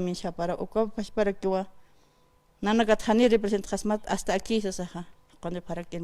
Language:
Aymara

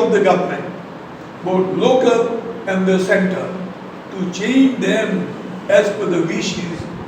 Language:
Konkani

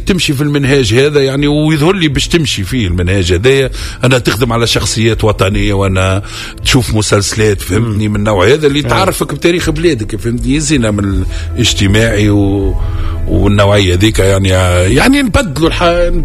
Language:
Tunisian Arabic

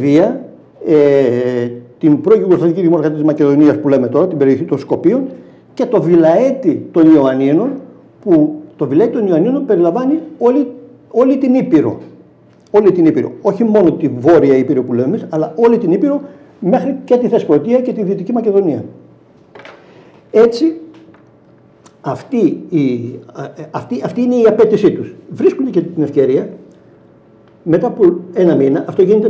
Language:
Greek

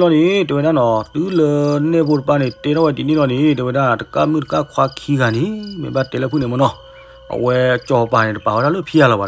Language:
S'gaw Karen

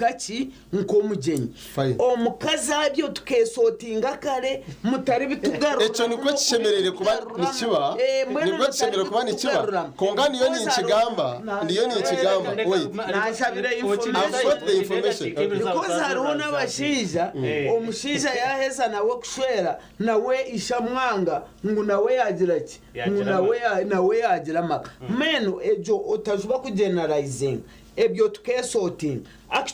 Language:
Nyankole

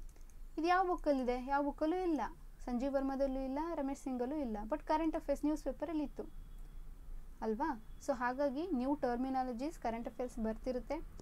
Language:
Kannada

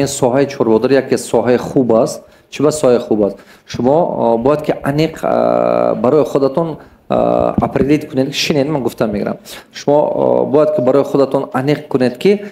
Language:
Tajik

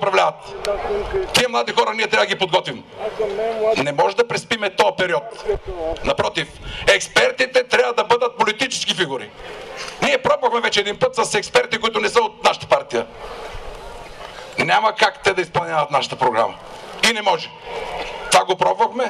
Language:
Bulgarian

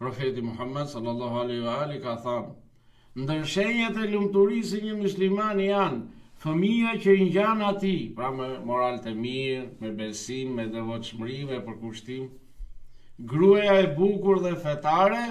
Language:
Albanian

